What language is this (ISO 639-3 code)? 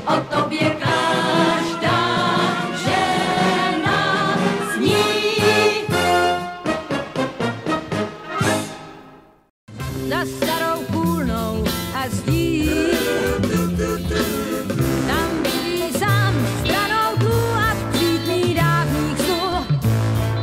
ces